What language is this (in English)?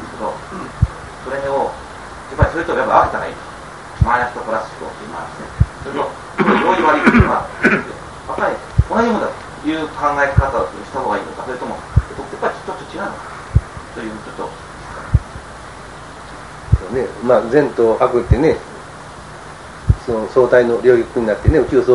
Japanese